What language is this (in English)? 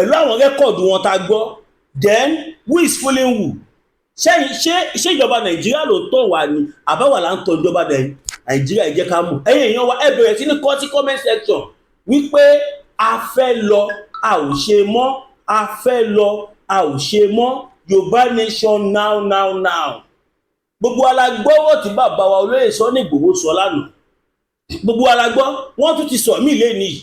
Yoruba